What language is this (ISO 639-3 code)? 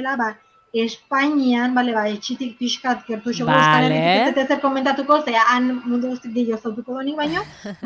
eus